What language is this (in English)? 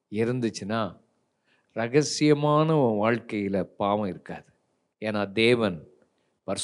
Tamil